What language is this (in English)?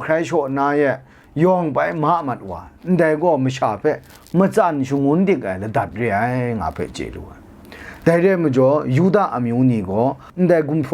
Kachin